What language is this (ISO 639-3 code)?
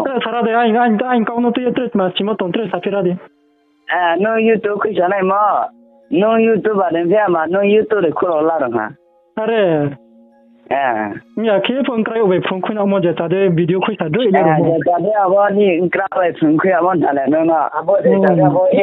ria